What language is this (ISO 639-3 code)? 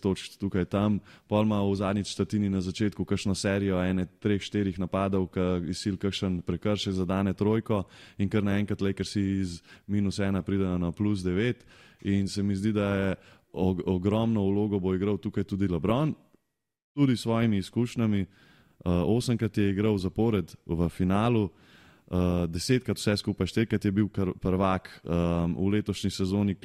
slv